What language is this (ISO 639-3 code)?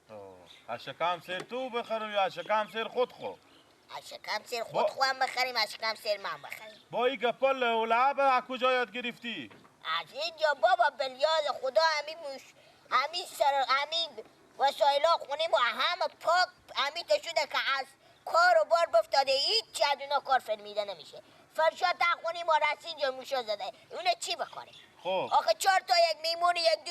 fas